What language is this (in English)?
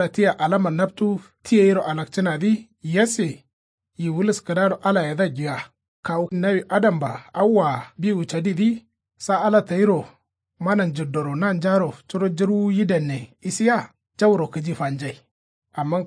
Kanuri